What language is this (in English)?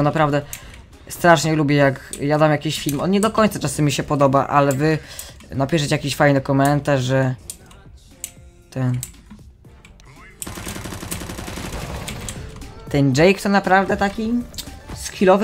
Polish